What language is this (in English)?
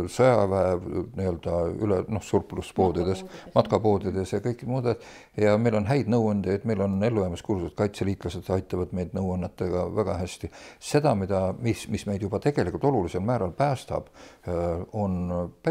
Estonian